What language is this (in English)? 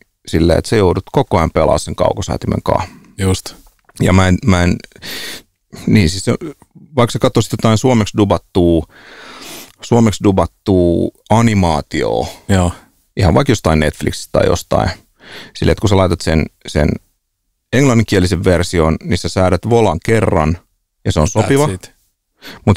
Finnish